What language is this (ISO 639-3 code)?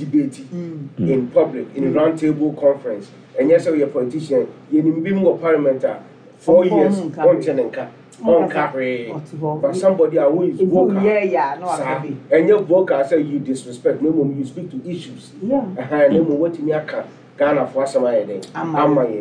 aka